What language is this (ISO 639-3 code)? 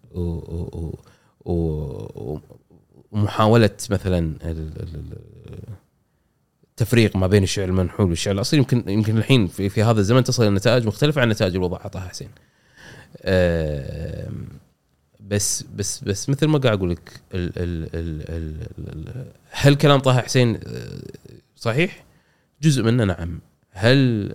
afb